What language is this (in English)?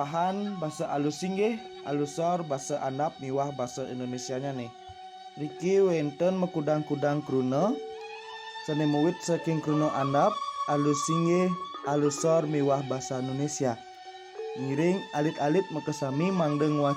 Balinese